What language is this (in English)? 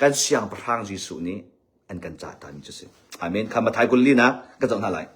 Hakha Chin